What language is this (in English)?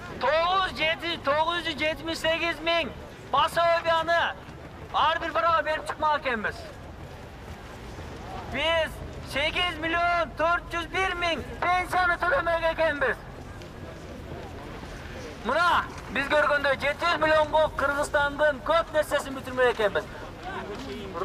Kyrgyz